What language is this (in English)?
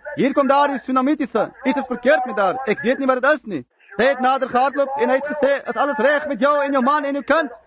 Afrikaans